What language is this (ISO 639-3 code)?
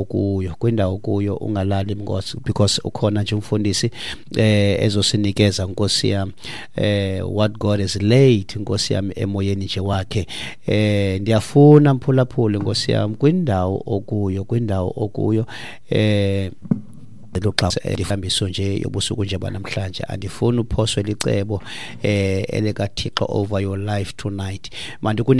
xho